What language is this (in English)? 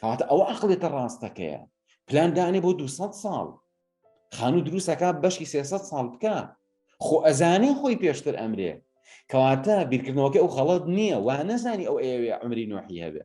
Central Kurdish